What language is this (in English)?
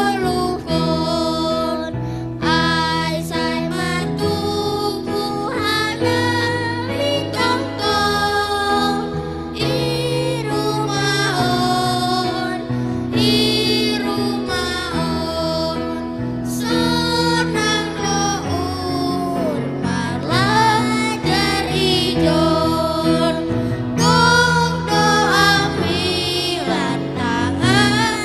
Batak Simalungun